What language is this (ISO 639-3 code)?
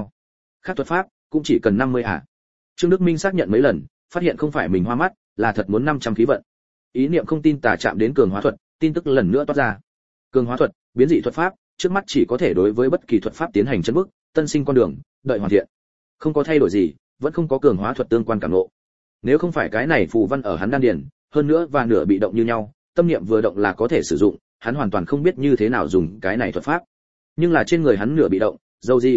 vie